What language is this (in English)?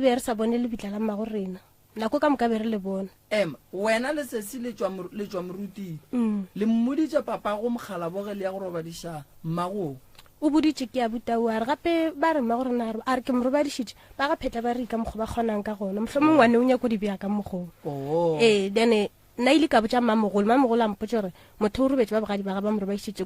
Northern Sotho